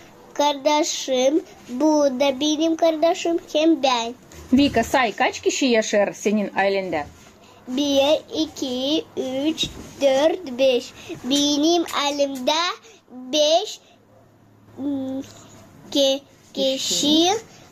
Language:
Gagauz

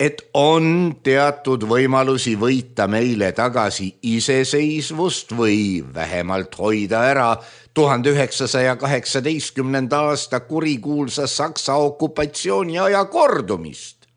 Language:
Estonian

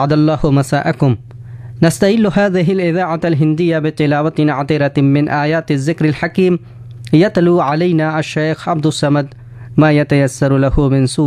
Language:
Urdu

